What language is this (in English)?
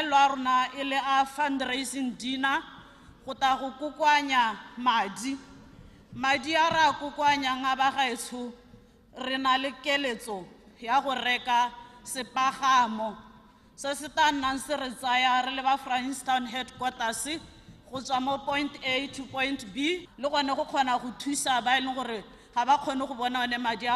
Tswana